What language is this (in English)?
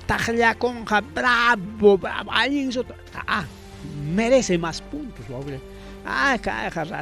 Ayacucho Quechua